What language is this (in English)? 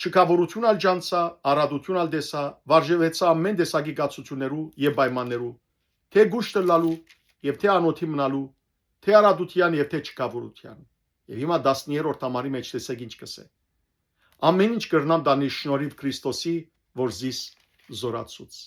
Western Armenian